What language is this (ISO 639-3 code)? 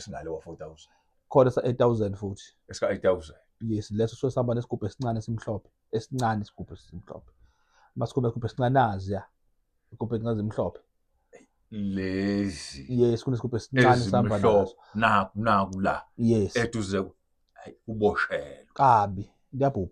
zul